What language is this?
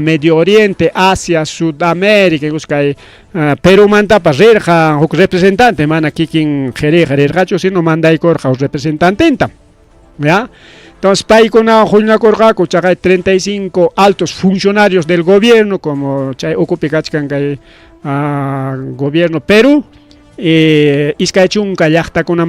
Ayacucho Quechua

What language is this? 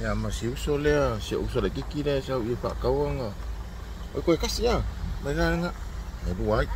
Samoan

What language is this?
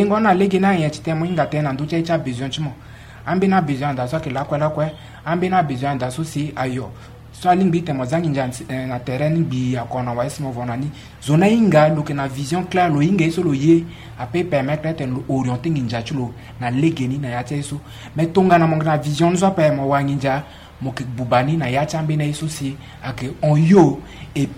Sango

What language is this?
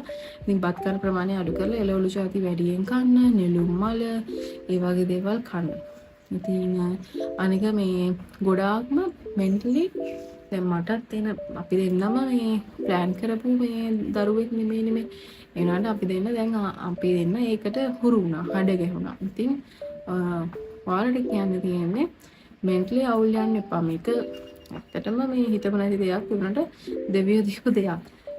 Sinhala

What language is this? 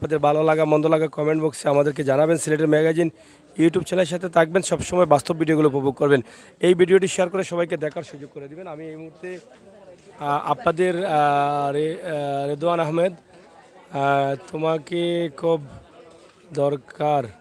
Sylheti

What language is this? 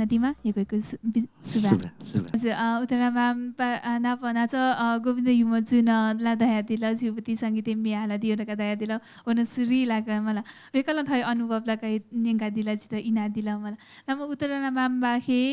Newari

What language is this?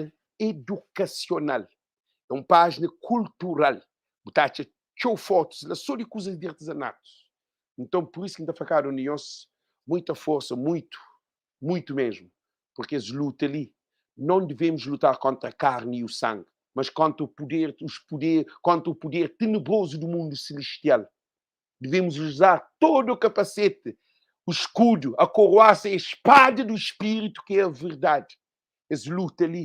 Kabuverdianu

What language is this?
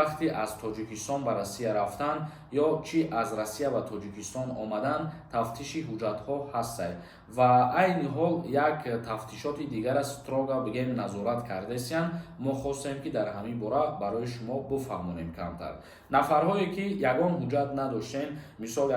Tajik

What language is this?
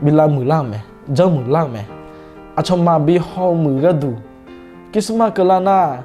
Akha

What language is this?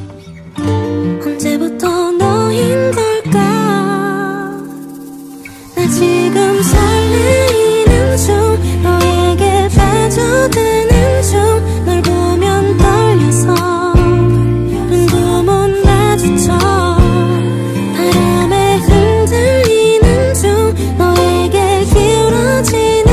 Korean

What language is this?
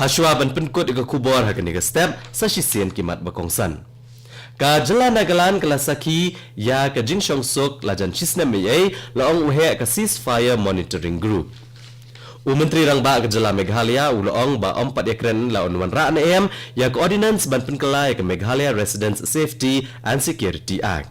Khasi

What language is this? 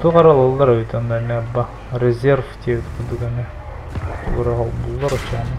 Yakut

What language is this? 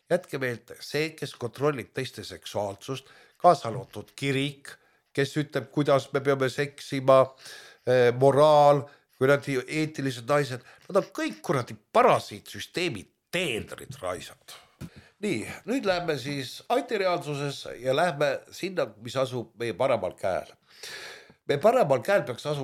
Estonian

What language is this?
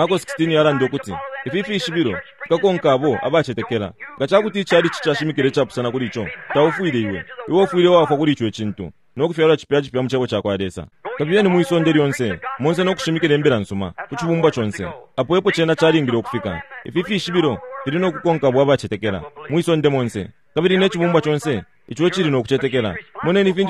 Bemba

